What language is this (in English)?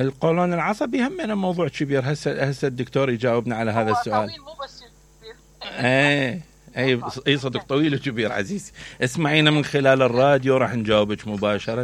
Mesopotamian Arabic